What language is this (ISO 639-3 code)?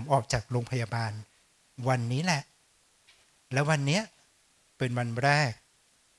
tha